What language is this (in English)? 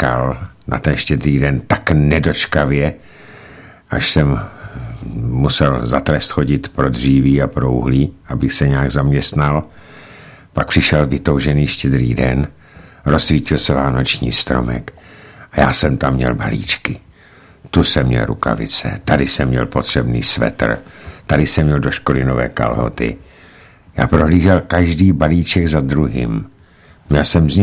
Czech